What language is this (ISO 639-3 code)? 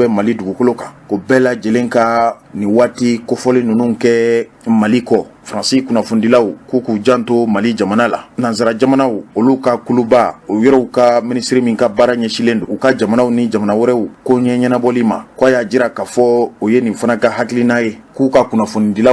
bam